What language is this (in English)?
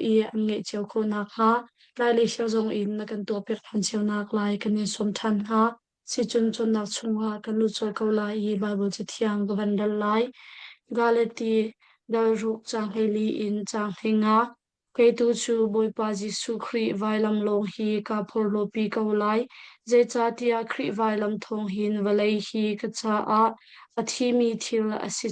Hakha Chin